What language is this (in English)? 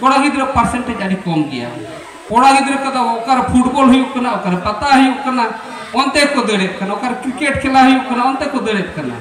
Santali